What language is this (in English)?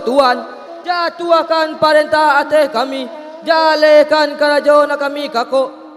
Minangkabau